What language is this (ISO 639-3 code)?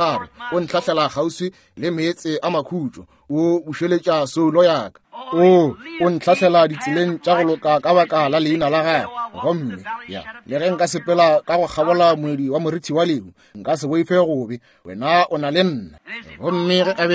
nso